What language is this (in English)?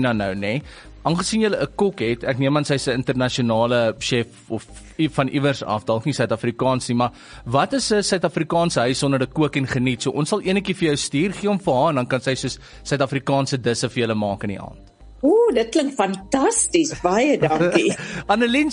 Afrikaans